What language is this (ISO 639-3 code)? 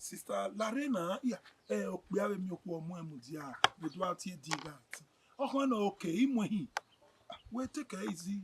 bin